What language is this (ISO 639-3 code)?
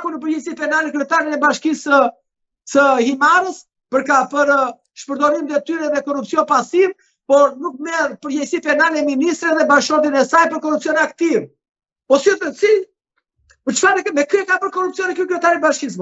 sqi